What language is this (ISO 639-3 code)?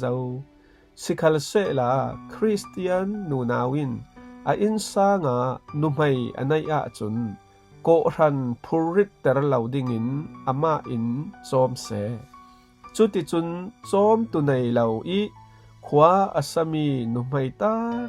cfm